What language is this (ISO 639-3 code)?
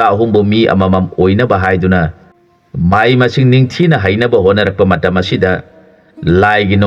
mni